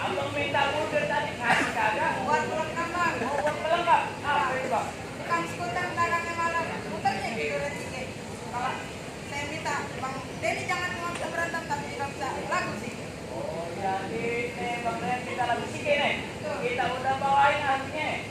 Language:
Betawi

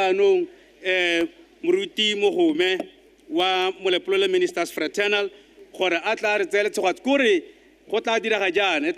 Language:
Tswana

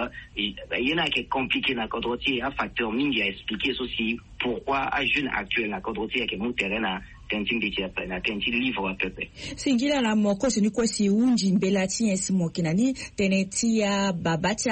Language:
Sango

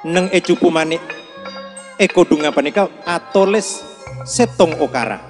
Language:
Madurese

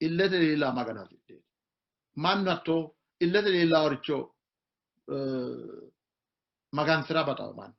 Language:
Sidamo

